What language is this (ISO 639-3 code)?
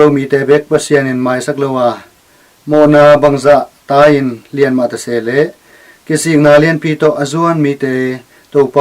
ctd